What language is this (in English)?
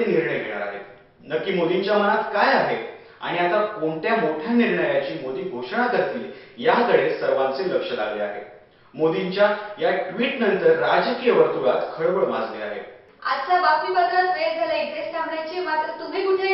Marathi